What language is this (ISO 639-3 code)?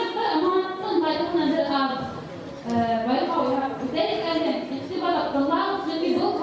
bak